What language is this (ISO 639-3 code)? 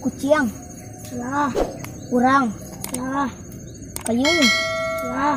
min